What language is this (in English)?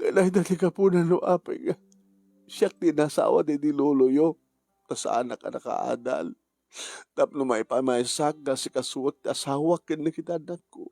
Iloko